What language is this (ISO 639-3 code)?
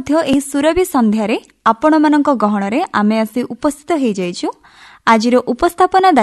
ori